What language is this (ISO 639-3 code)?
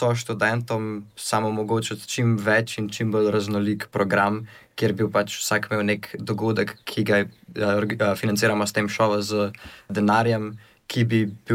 slv